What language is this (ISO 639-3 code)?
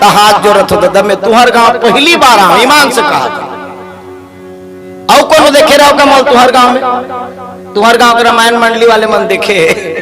hne